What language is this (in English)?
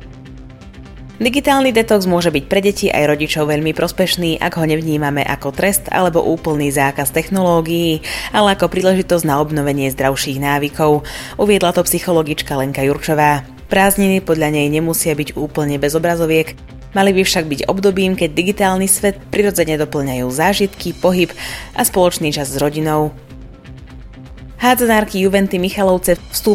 Slovak